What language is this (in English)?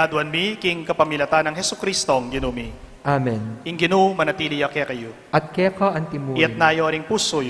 Pampanga